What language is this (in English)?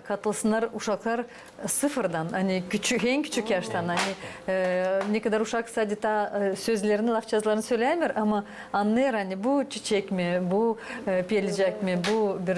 Gagauz